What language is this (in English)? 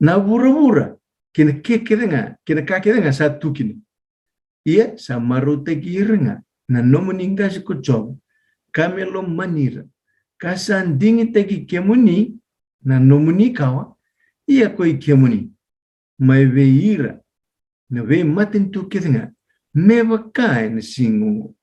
Fijian